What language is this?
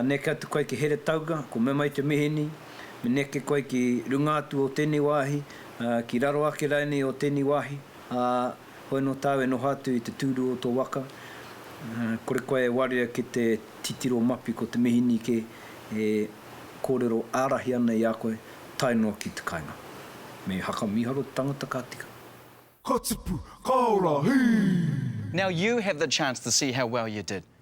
Māori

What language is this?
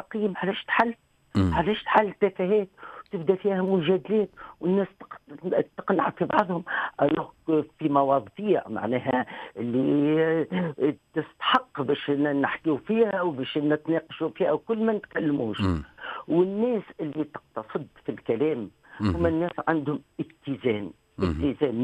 Tunisian Arabic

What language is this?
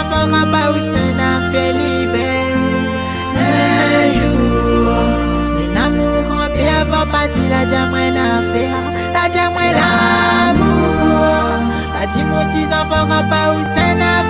Réunion Creole French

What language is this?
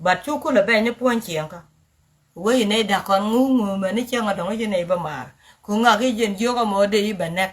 Nuer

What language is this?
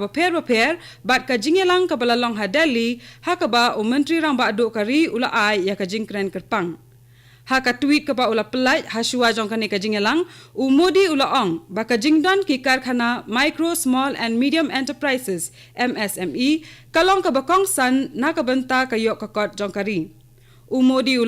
Khasi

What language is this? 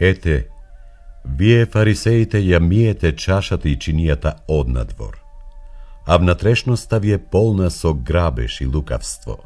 Macedonian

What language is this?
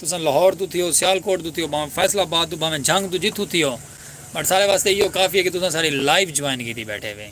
Saraiki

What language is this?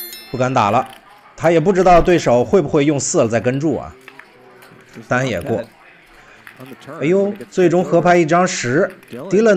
Chinese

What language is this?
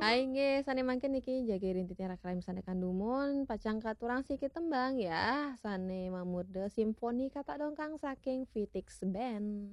Balinese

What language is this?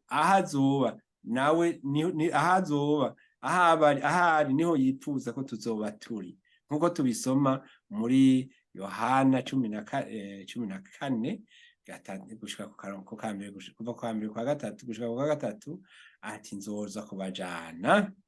Rundi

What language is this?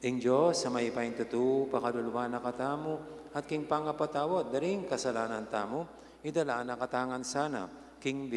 Pampanga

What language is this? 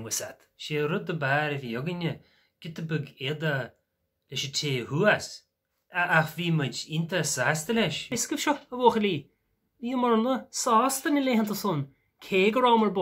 Irish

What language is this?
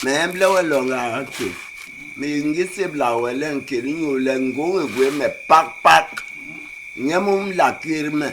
Basaa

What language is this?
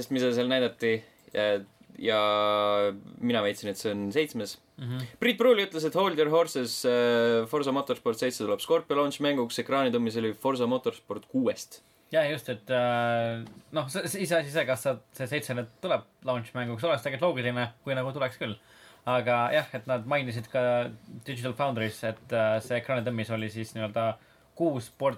Estonian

